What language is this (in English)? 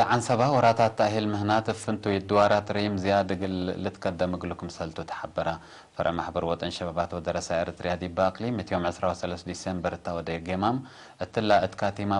Tigre